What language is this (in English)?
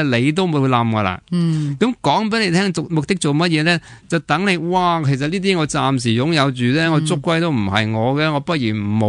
Cantonese